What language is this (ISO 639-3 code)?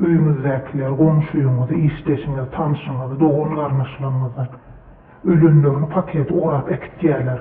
tuk